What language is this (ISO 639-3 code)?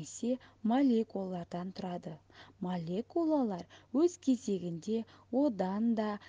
kaz